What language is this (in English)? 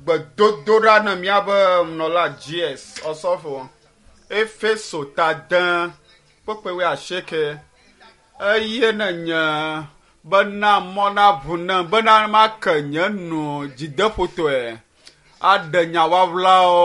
Ewe